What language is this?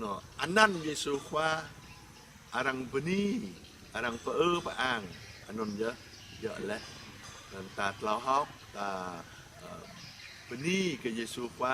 Jarai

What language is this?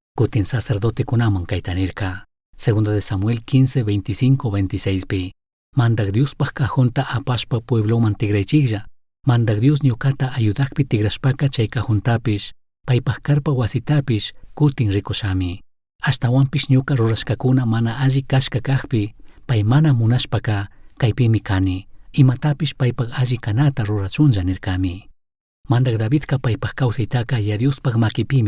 Chimborazo Highland Quichua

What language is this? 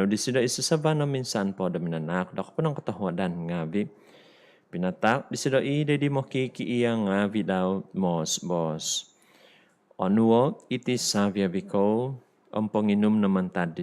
Central Dusun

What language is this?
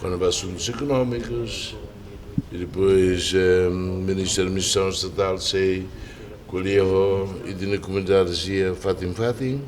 Tetum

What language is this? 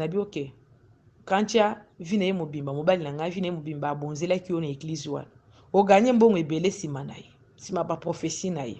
Lingala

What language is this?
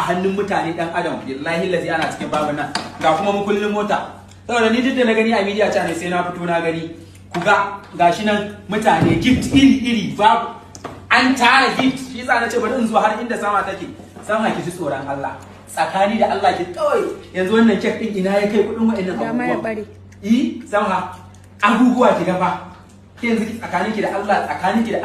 Hausa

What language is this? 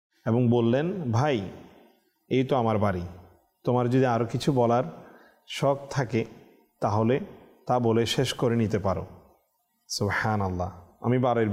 Bangla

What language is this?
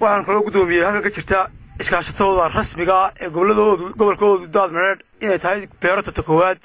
Somali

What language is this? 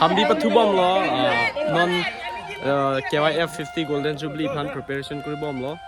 Karbi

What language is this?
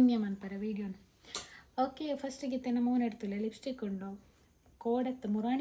Tulu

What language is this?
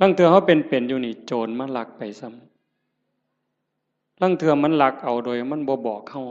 Northeastern Thai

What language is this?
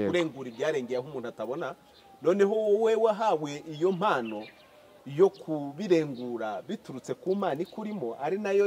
Kinyarwanda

